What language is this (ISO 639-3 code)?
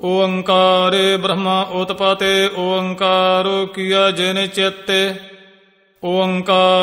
pan